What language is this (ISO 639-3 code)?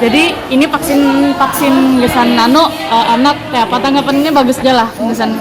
bjn